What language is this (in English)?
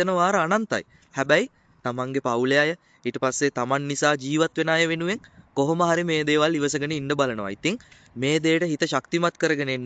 Sinhala